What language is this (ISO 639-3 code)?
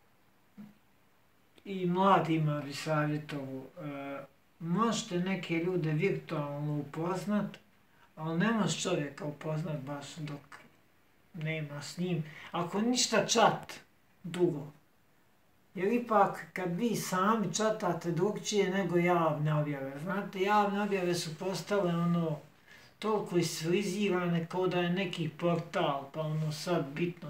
bos